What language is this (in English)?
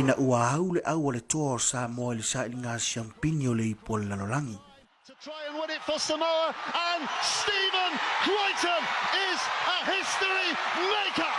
Samoan